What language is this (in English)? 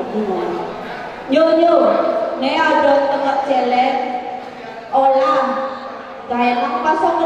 Balinese